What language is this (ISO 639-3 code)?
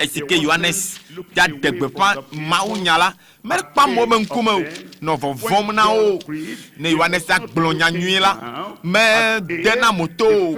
ewe